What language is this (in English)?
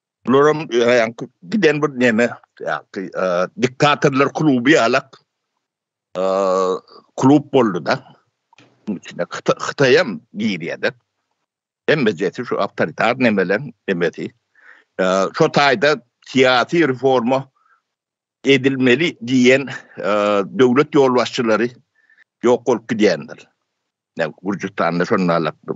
Turkmen